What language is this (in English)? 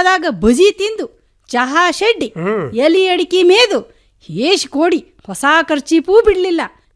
Kannada